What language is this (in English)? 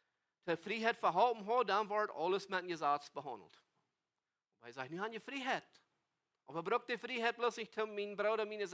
Plautdietsch